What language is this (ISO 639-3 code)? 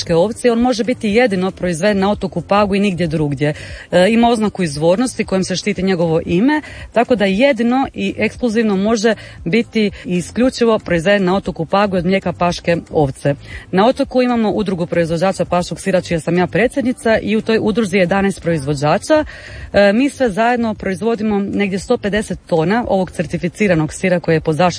hrv